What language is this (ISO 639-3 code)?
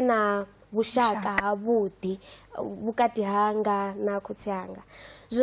ven